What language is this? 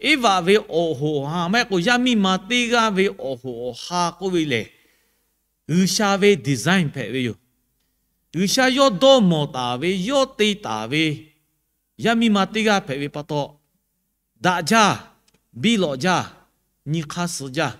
Lahu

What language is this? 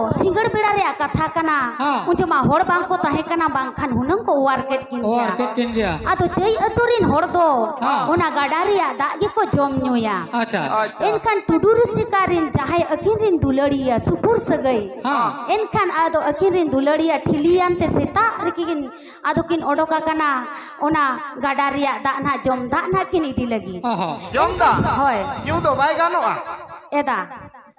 Santali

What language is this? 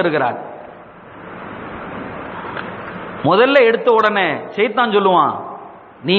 Tamil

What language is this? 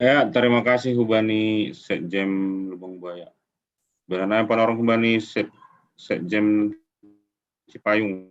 Batak Simalungun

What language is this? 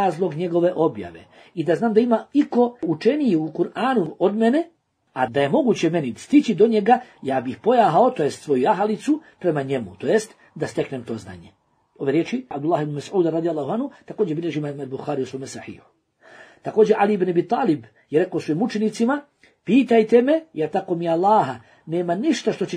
Bosnian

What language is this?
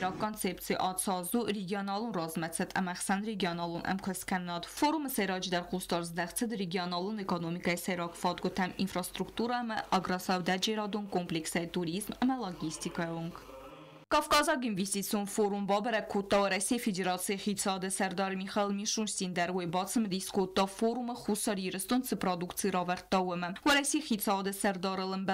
Ossetic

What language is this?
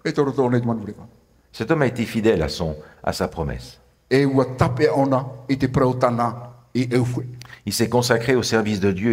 Tahitian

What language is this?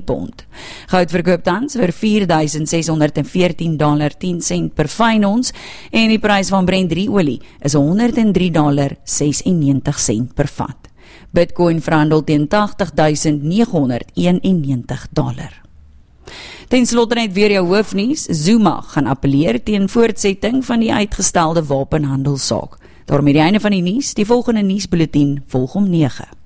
Afrikaans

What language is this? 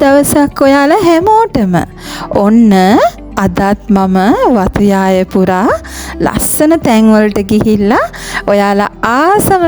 Sinhala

